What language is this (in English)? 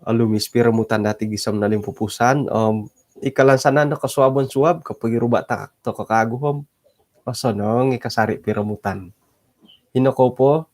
Central Dusun